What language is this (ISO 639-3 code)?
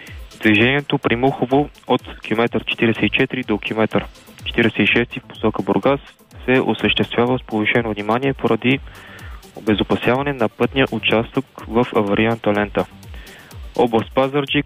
bul